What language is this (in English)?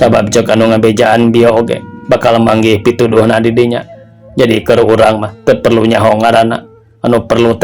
Sundanese